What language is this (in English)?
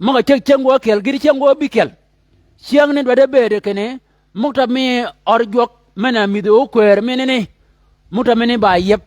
Shilluk